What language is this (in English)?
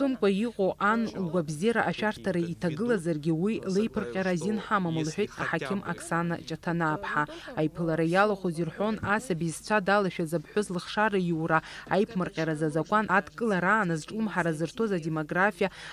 Abkhazian